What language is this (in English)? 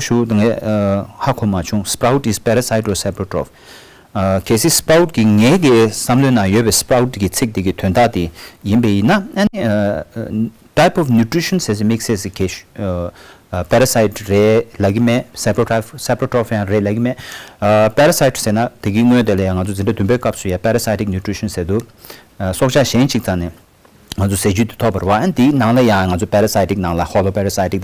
Tibetan